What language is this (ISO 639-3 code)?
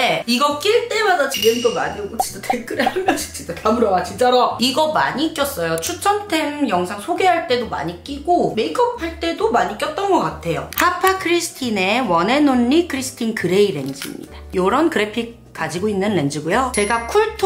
kor